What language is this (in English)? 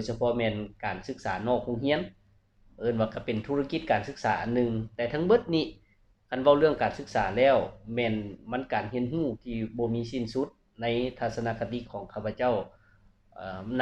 Lao